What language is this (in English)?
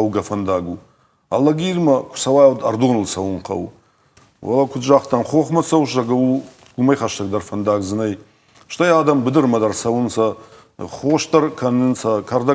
Ossetic